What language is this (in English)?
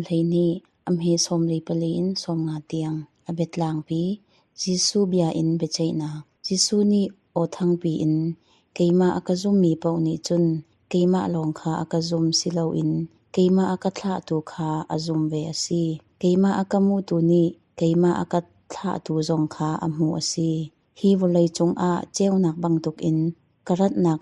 Hakha Chin